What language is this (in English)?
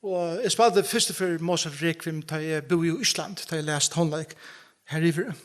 Faroese